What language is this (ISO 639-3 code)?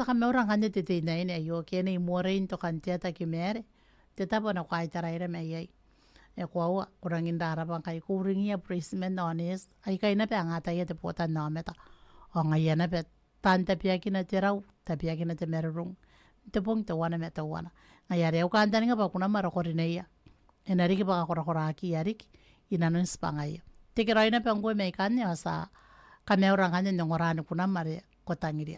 gil